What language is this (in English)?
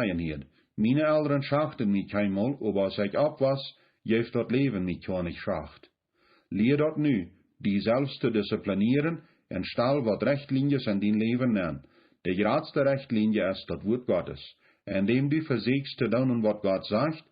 Plautdietsch